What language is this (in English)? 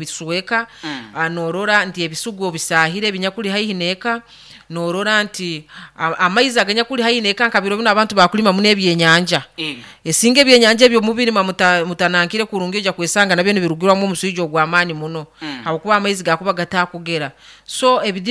Nyoro